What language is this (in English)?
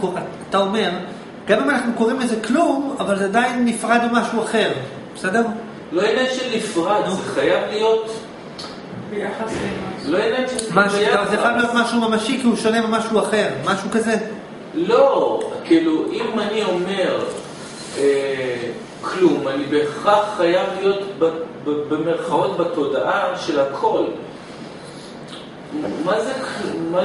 Hebrew